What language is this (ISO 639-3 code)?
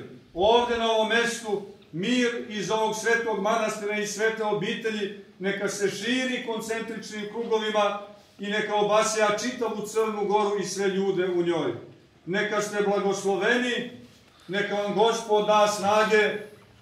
srp